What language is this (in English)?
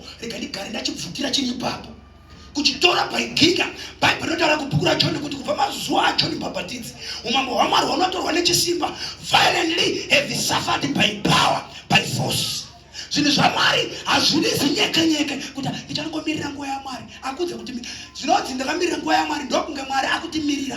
Shona